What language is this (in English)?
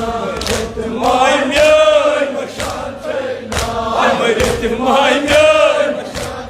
Kashmiri